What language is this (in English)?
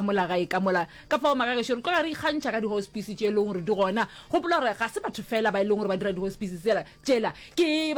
Northern Sotho